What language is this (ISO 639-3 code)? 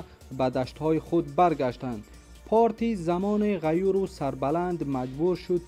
tgk